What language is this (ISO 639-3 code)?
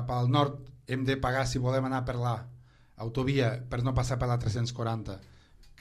cat